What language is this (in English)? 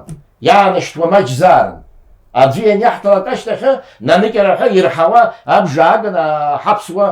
Abkhazian